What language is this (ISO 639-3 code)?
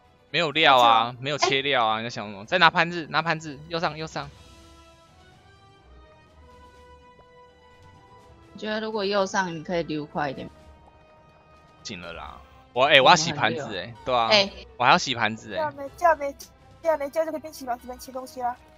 zho